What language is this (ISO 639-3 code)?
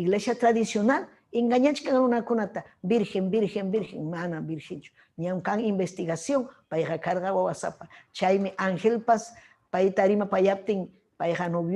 quy